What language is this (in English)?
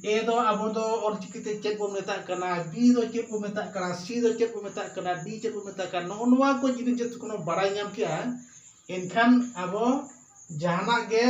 Santali